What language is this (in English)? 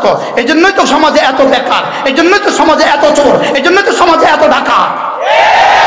Bangla